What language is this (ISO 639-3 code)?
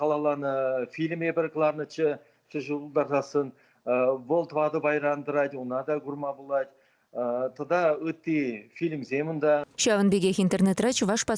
chv